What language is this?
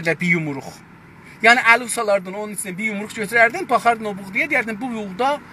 South Azerbaijani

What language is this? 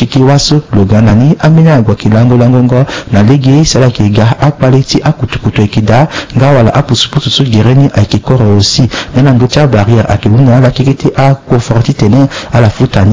Sango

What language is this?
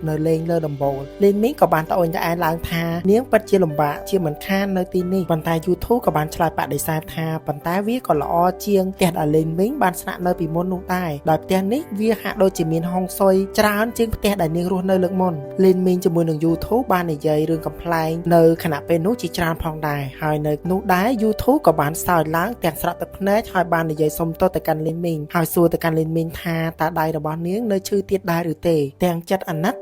Khmer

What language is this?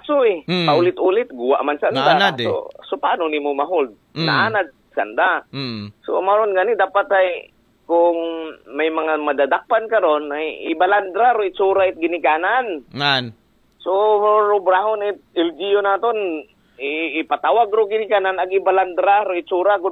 Aklanon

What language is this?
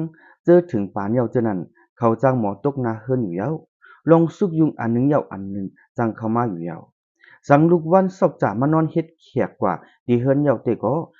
Shan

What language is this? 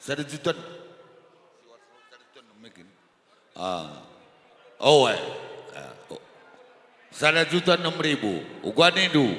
Batak Karo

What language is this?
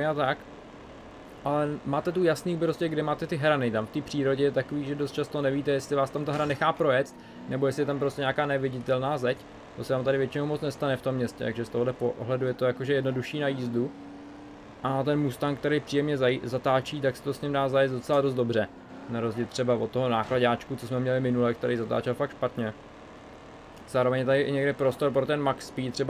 Czech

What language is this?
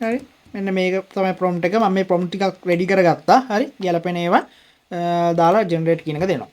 Sinhala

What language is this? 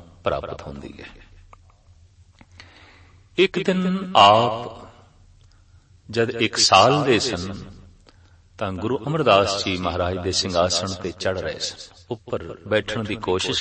Punjabi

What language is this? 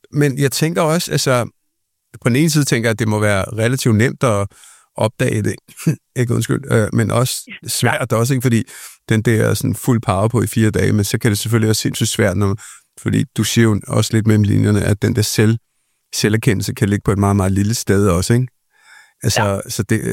Danish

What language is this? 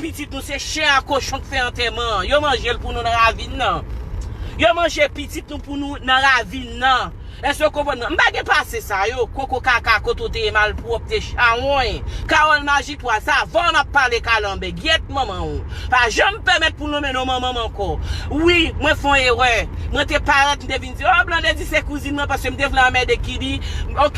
Haitian Creole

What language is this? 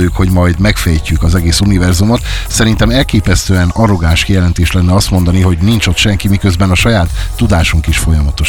Hungarian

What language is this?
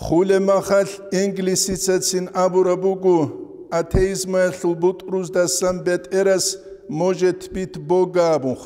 Avaric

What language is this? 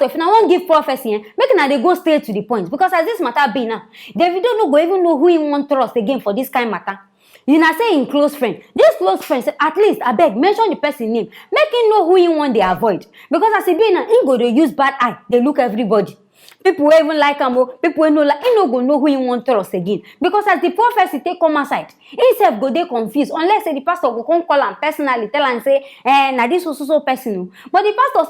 Nigerian Pidgin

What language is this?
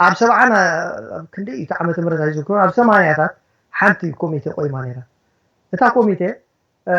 Tigrinya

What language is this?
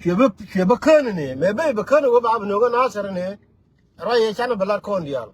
Nuer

